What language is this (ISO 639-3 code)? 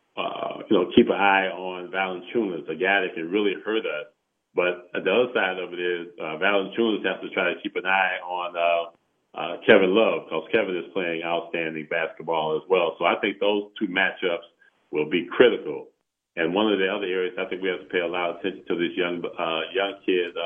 eng